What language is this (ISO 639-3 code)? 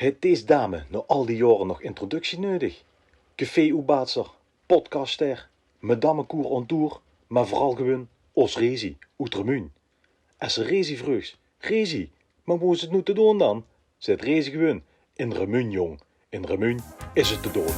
lim